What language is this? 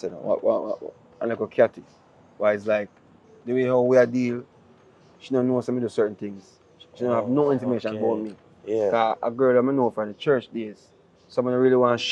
Jamaican Creole English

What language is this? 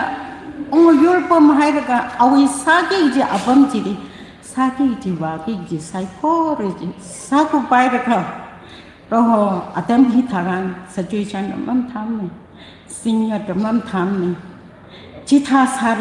Tangkhul Naga (India)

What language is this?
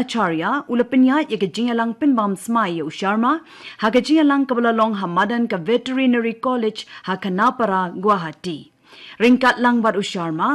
Khasi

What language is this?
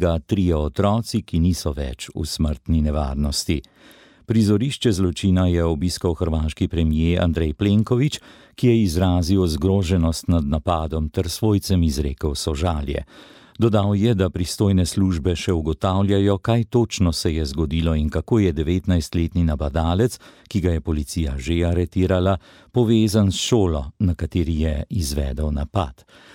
Slovenian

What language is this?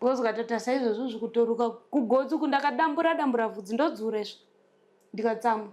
Shona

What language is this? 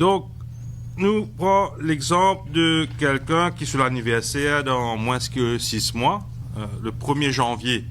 Morisyen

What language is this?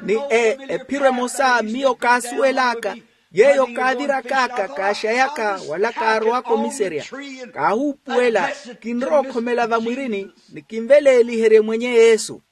Makhuwa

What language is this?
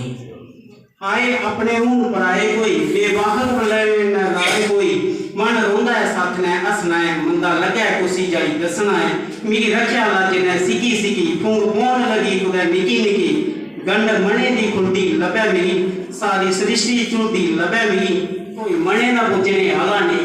Dogri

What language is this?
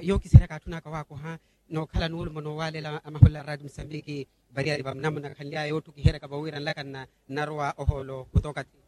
Makhuwa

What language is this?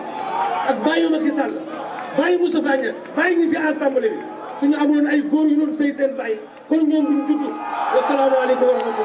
Wolof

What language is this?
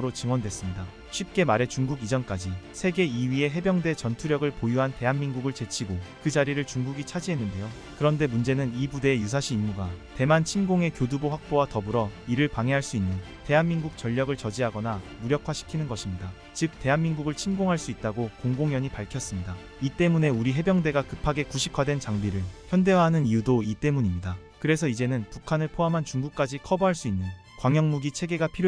Korean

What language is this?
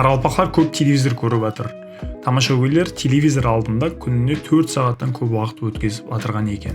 Kara-Kalpak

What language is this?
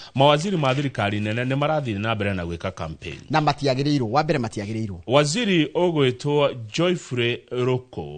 Kikuyu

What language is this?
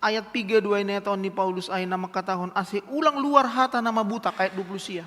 Batak Simalungun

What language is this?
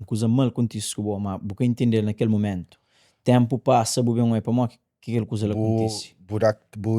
Kabuverdianu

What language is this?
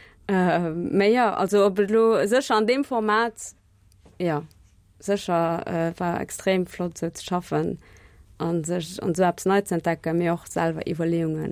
Luxembourgish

